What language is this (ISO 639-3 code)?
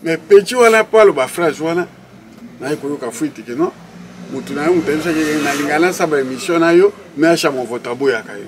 lin